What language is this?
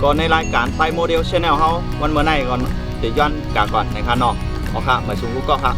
Shan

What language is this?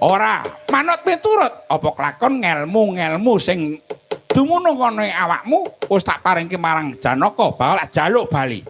Javanese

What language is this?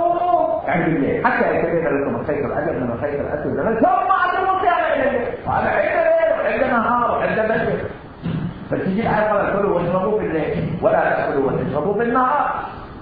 Mesopotamian Arabic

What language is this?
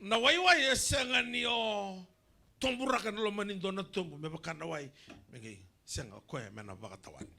Fijian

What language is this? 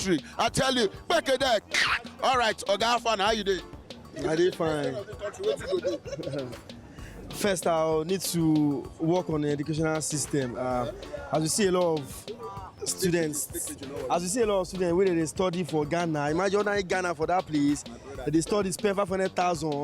Nigerian Pidgin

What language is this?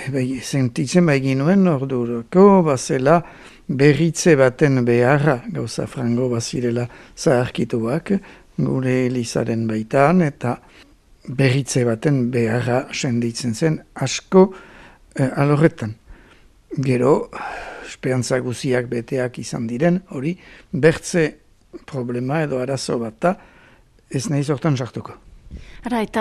Basque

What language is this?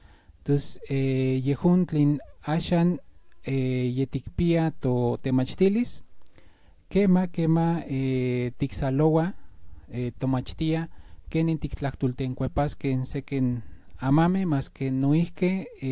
Central Nahuatl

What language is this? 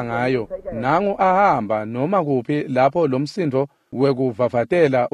Swati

